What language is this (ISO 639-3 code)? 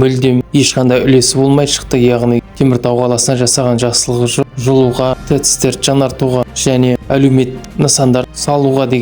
kaz